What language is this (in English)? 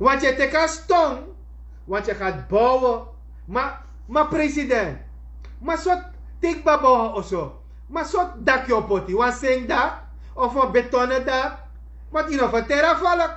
Sranan Tongo